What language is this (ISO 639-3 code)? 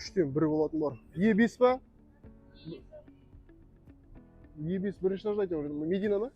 kaz